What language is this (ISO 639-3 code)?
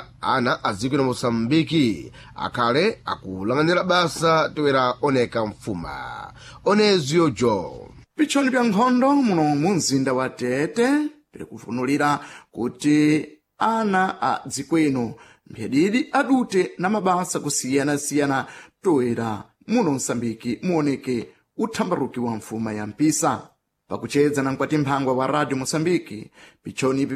seh